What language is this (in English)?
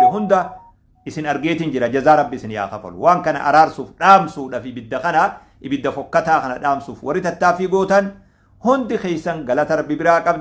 Oromo